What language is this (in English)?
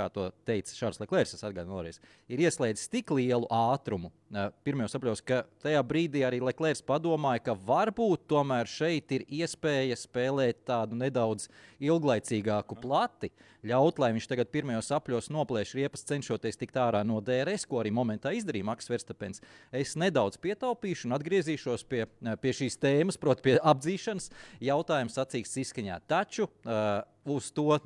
Latvian